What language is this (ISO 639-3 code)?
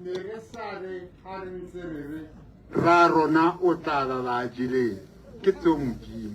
tsn